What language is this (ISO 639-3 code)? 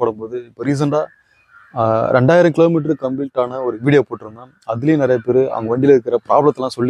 tam